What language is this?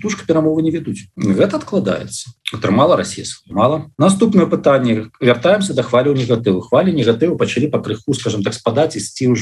Belarusian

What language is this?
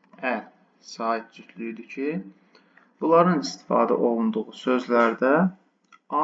Azerbaijani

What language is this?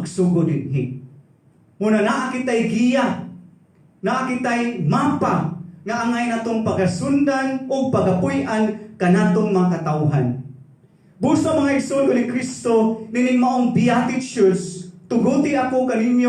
Cebuano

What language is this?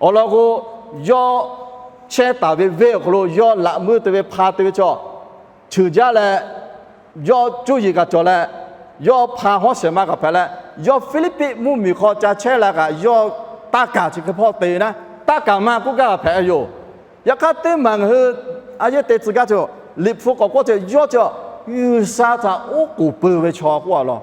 Lahu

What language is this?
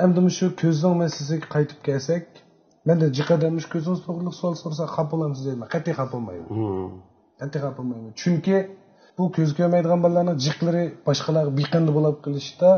Uyghur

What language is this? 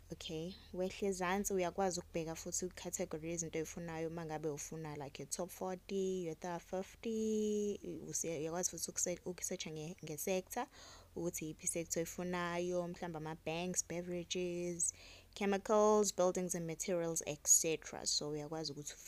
Zulu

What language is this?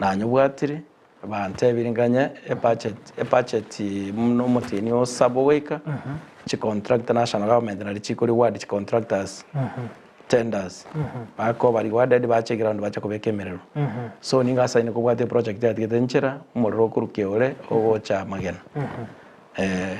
Gusii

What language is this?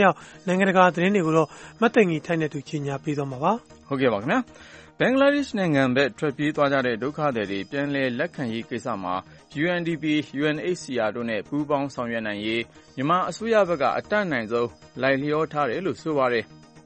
Burmese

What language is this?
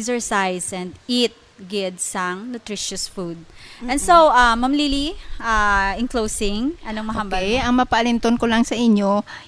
Hiligaynon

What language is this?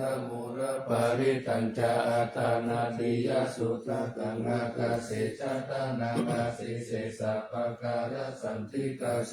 Pali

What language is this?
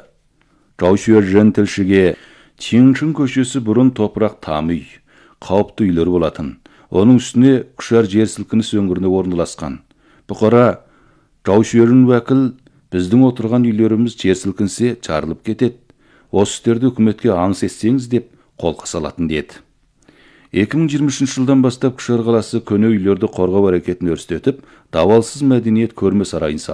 Kazakh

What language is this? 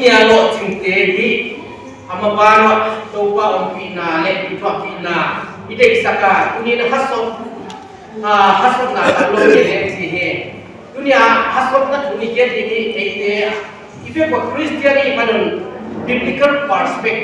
Paite Chin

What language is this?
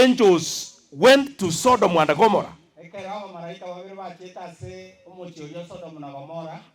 Gusii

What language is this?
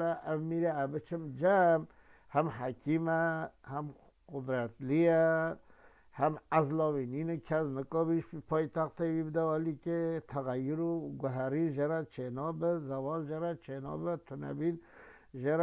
Kurdish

